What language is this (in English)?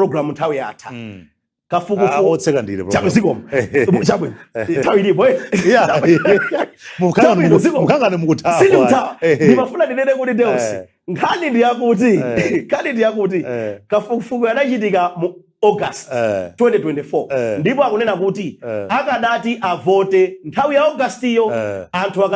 Nyanja